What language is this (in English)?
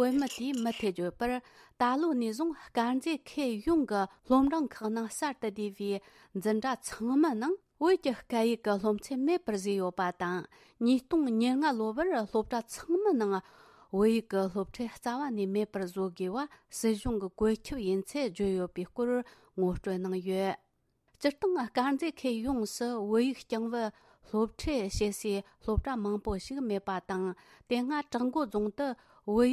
Tibetan